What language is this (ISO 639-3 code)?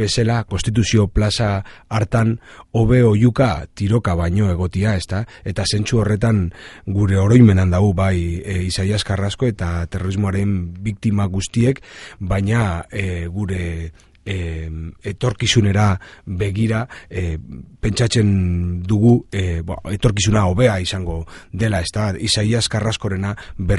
eus